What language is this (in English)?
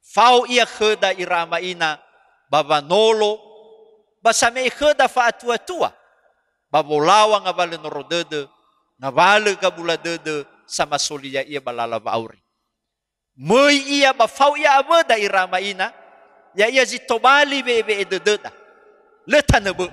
Nias